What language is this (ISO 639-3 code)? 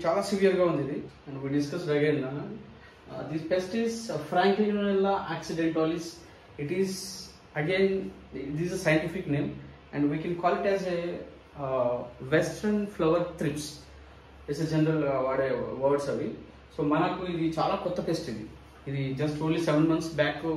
tel